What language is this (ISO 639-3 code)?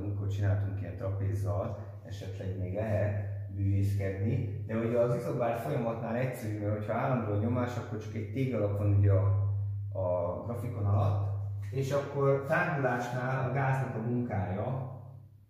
hun